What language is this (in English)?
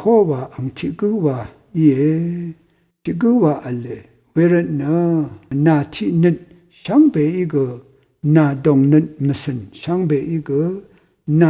Rawang